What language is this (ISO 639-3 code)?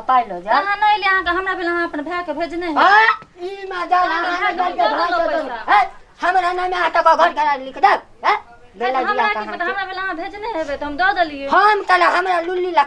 mai